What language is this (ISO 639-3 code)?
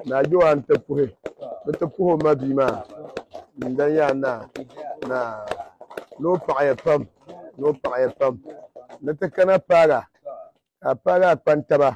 dag